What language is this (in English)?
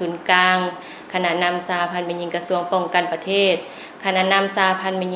Lao